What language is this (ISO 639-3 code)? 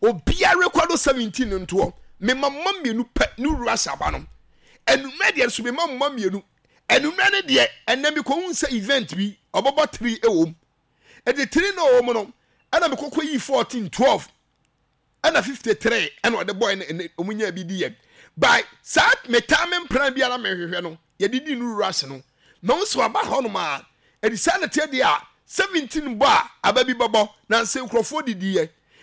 aka